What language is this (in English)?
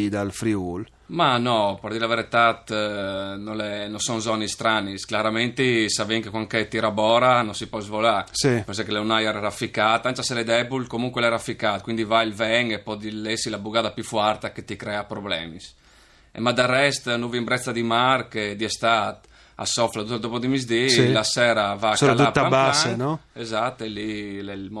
Friulian